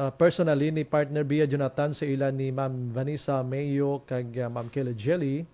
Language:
Hiligaynon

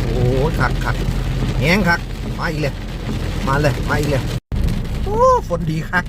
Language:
Lao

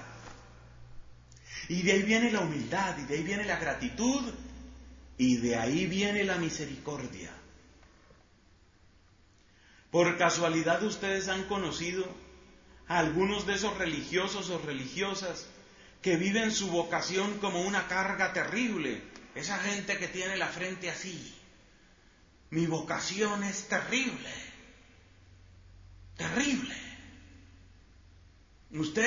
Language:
Spanish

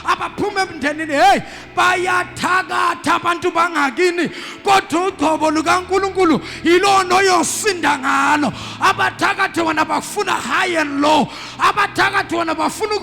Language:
Zulu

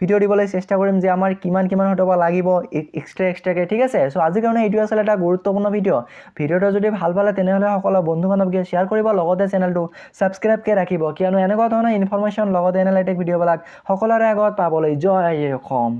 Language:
Assamese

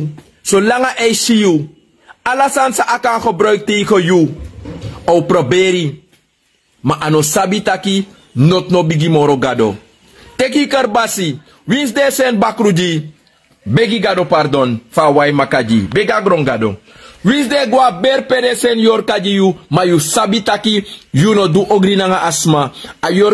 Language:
Sranan Tongo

